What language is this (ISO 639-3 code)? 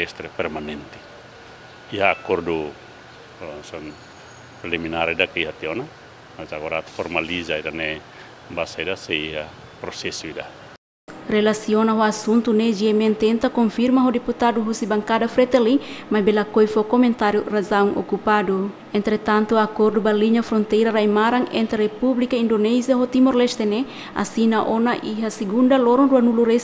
tet